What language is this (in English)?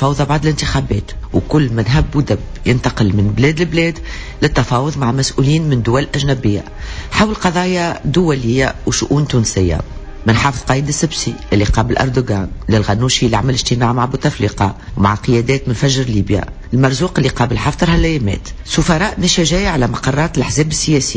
Tunisian Arabic